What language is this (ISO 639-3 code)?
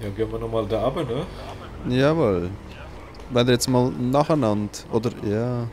gsw